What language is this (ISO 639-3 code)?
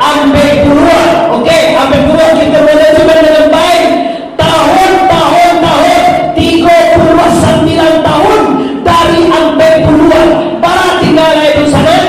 min